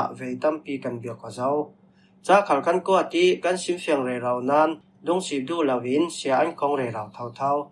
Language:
Falam Chin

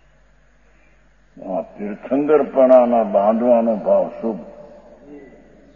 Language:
Gujarati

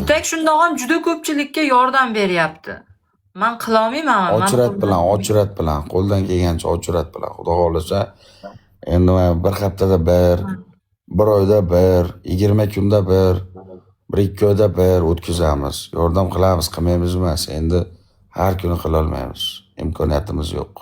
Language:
Uzbek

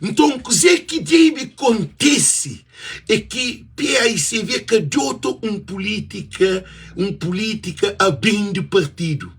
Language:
Kabuverdianu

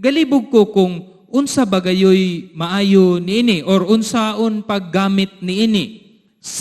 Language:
Cebuano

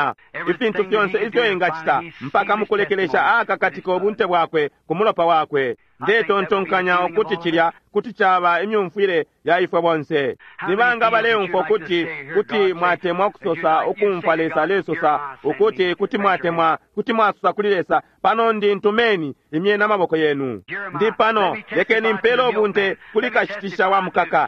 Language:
Bemba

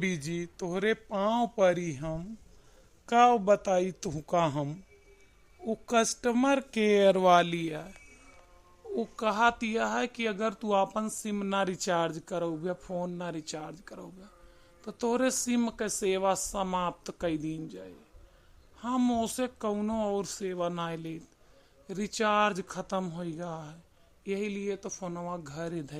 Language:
Awadhi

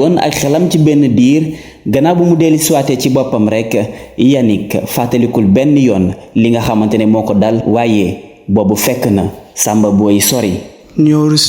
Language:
Wolof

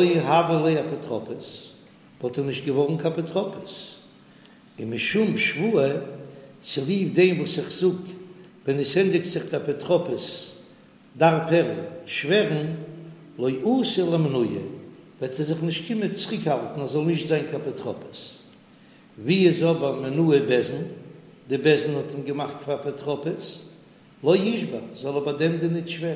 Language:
Yiddish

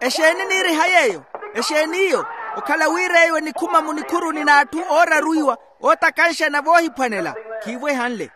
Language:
Makhuwa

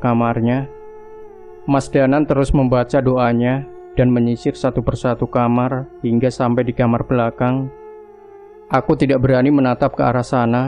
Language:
Indonesian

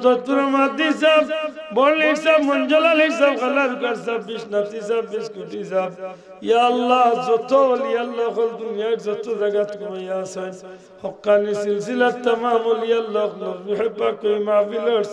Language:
Sylheti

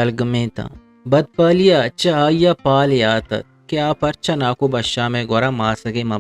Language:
Eastern Balochi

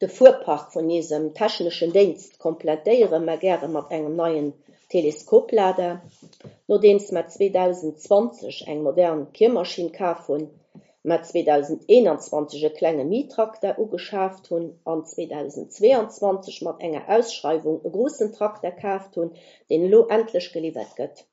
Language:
Luxembourgish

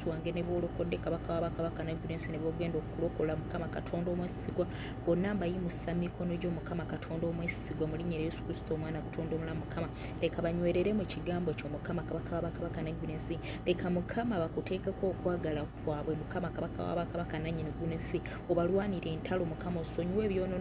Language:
Ganda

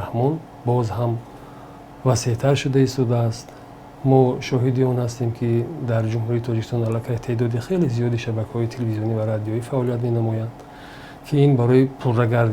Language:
Tajik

